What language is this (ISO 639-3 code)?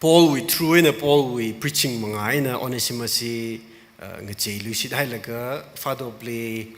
nmf